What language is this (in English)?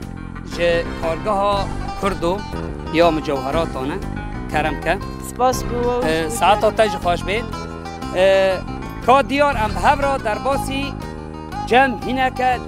Kurdish